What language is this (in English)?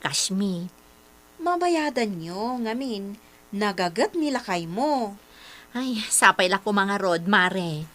Iloko